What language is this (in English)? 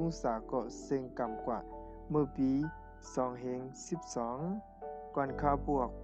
Shan